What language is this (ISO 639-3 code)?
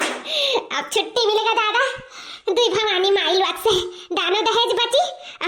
awa